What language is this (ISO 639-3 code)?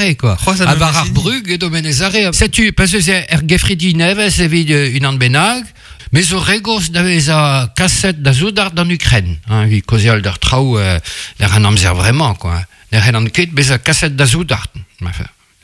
bre